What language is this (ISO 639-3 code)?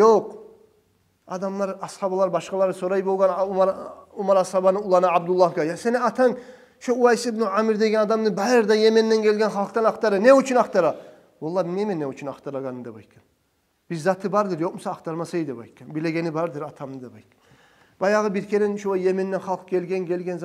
kum